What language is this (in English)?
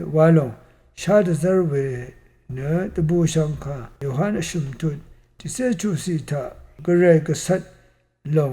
Rawang